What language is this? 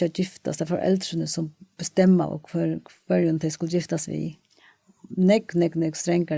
Faroese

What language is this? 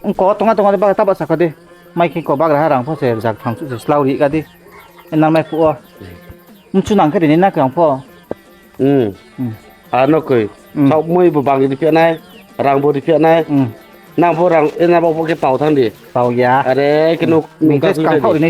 Riang (India)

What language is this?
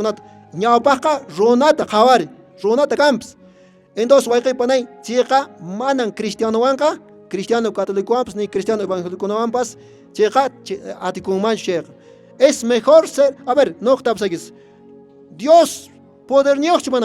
Quechua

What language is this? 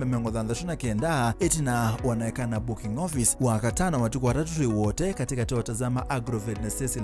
Kamba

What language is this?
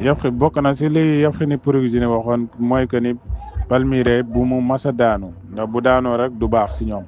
Wolof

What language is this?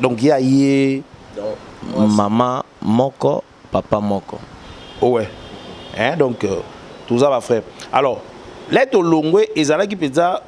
Lingala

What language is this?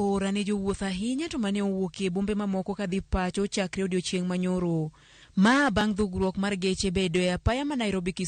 Luo (Kenya and Tanzania)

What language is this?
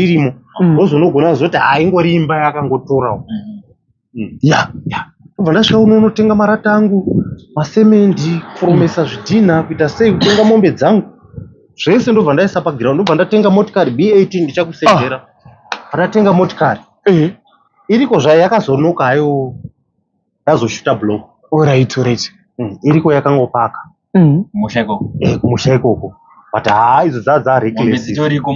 Shona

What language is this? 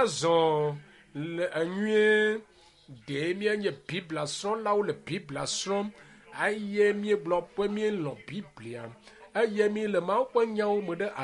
Ewe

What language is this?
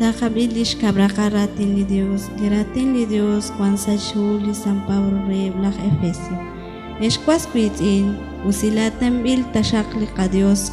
Kekchí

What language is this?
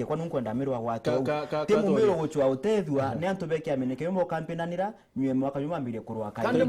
Meru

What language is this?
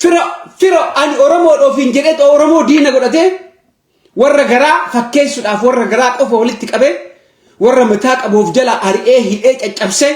Oromo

